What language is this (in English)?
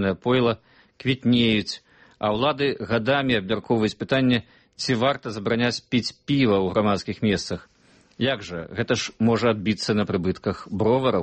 Belarusian